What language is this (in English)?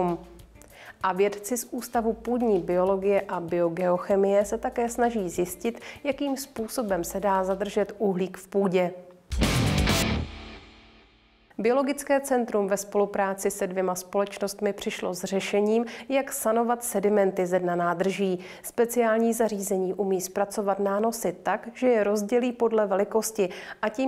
Czech